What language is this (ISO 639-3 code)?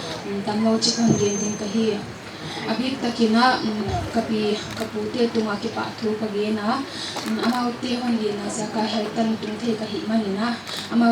pck